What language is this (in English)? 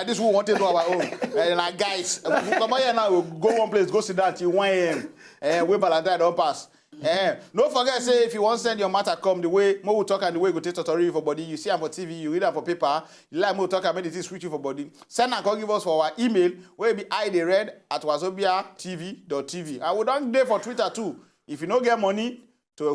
Nigerian Pidgin